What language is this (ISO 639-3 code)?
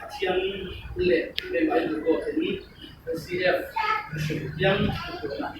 cfm